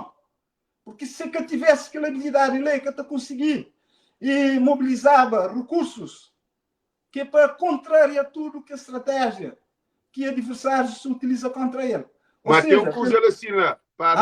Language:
Kabuverdianu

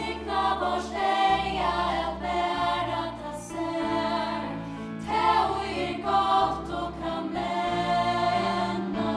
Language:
Faroese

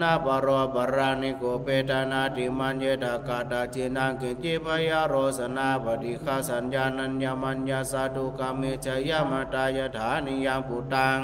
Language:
Pali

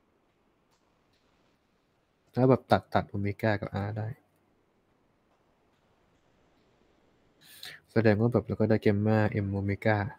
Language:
Thai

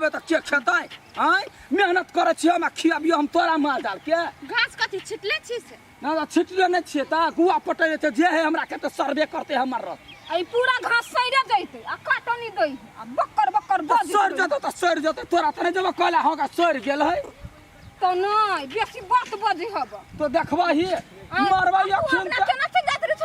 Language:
Maithili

